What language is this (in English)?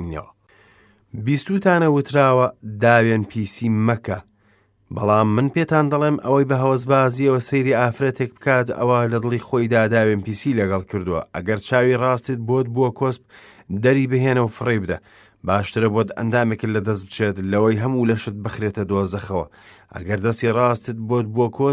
Central Kurdish